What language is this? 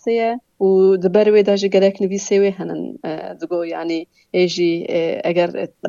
Kurdish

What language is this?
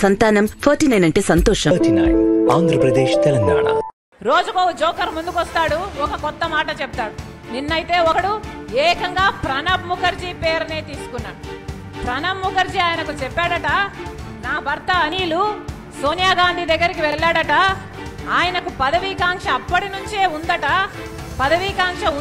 Telugu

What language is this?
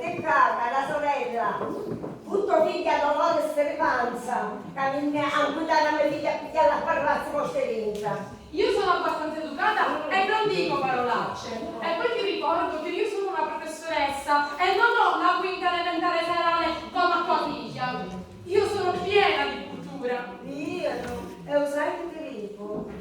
Sicilian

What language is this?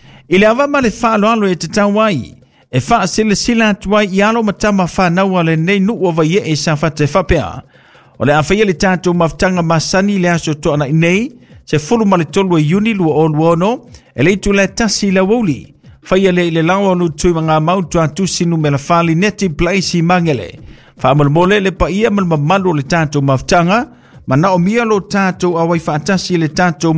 Samoan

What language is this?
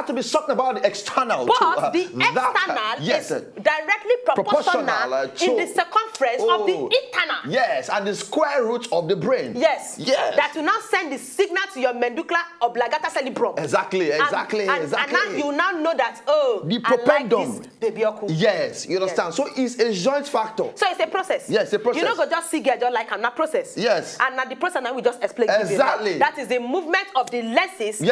Nigerian Pidgin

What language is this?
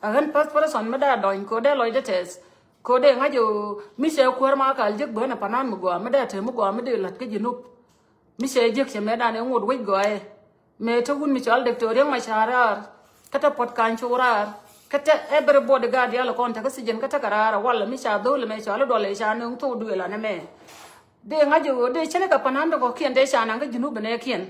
Nuer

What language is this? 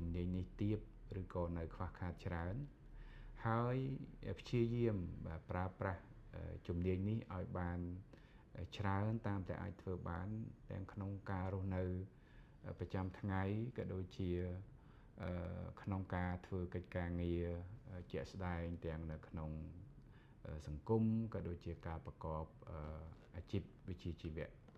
Khmer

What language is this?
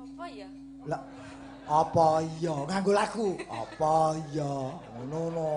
Javanese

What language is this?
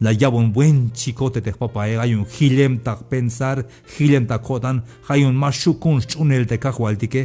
Tzeltal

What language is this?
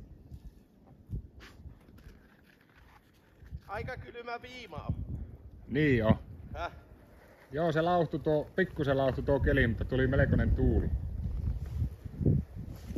Finnish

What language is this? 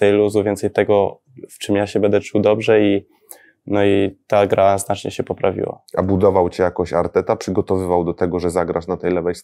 Polish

